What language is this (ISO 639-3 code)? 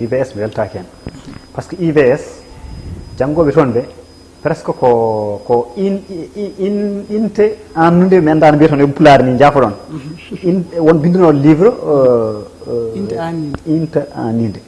ful